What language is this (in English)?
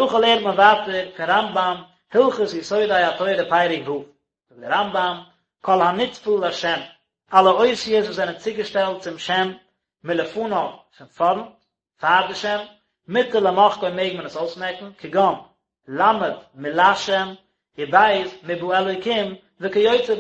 Yiddish